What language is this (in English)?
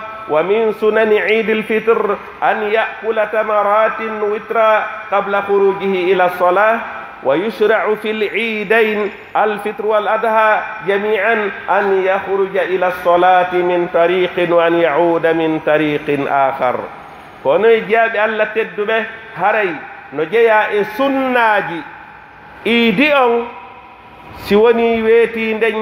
Pular